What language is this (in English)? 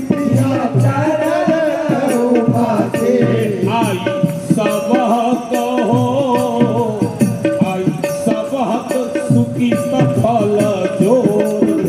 Maithili